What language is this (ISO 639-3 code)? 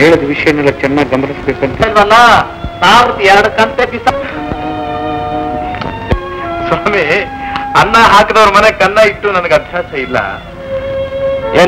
kan